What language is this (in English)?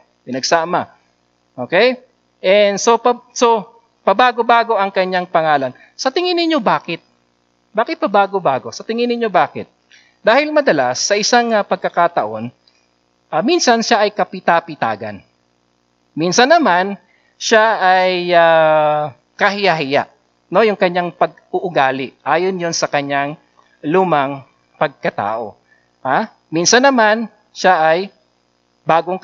Filipino